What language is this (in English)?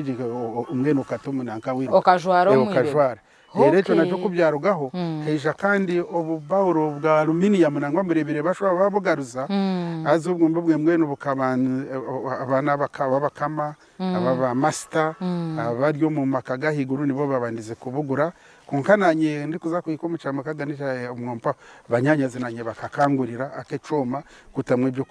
Nyankole